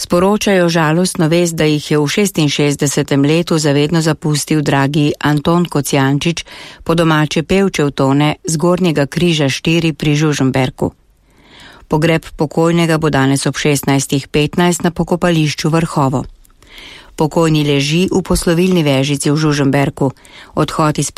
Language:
Slovenian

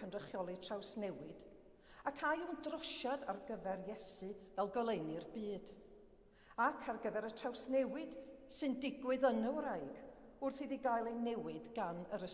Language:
Welsh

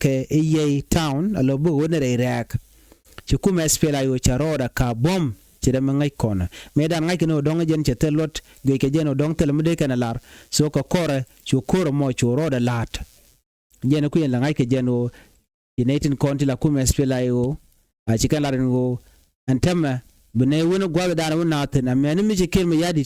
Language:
Nuer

